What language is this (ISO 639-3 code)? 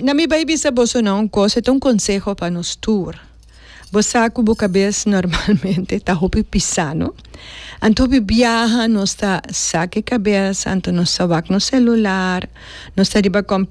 pap